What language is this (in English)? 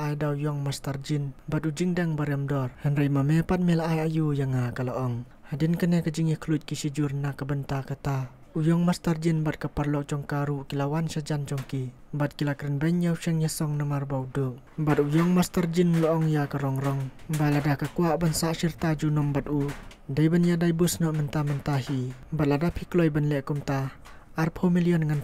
Khasi